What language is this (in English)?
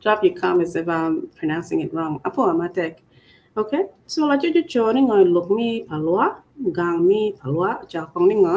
Acoli